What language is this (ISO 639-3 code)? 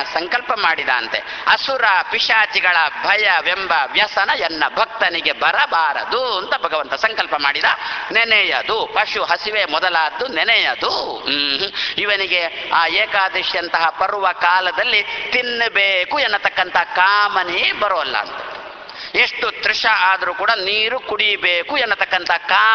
kan